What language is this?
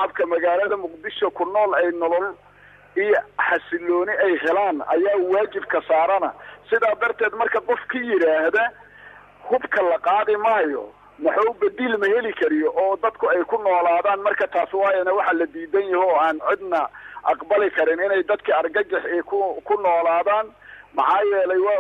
Somali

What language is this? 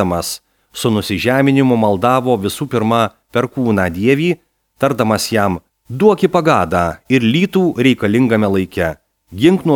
Lithuanian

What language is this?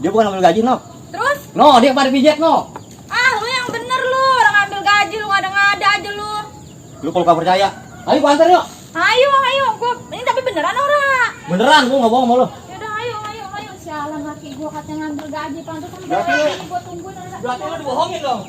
Betawi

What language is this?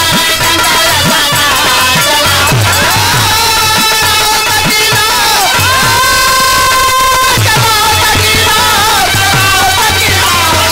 Bhojpuri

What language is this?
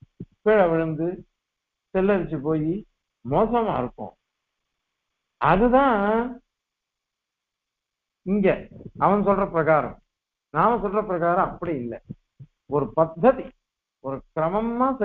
Tamil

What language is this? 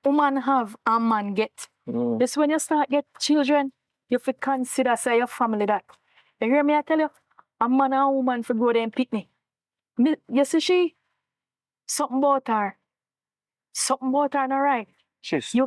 Jamaican Creole English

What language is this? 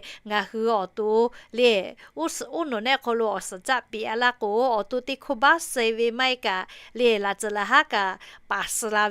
Lahu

